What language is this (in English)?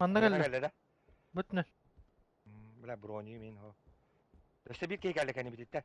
Yakut